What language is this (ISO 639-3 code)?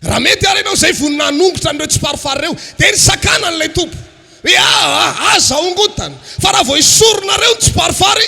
mlg